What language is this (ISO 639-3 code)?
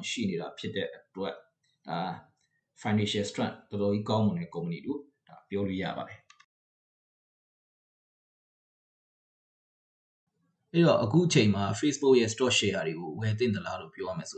mya